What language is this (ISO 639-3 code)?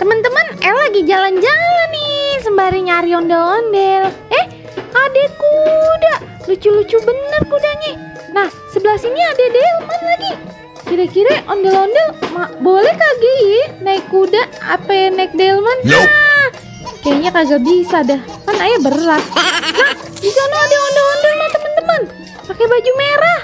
bew